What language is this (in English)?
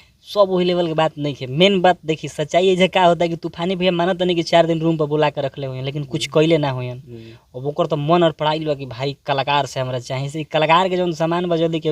Bhojpuri